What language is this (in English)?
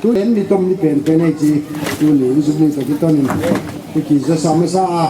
Tedim Chin